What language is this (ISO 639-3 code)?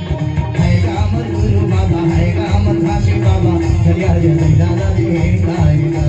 hne